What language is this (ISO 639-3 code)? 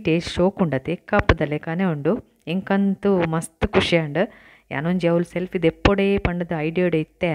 tcy